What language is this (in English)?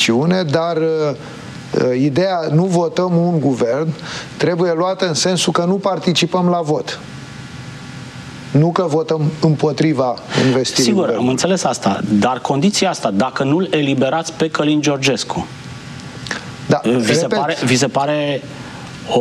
Romanian